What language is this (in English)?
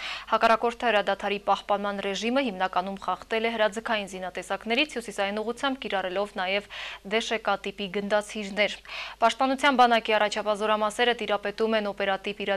Armenian